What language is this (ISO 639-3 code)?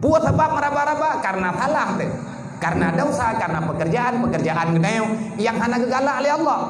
ace